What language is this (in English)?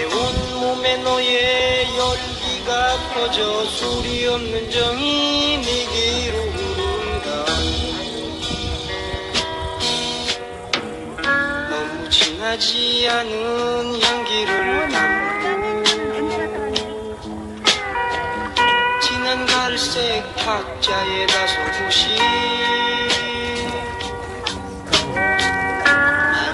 Korean